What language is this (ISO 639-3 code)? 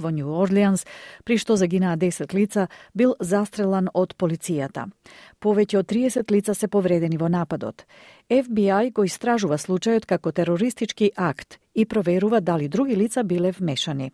mkd